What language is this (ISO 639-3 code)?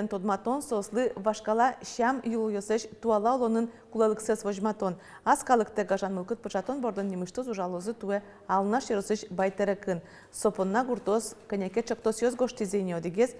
udm